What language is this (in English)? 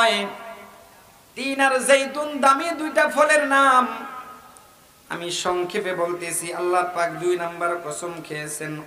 Bangla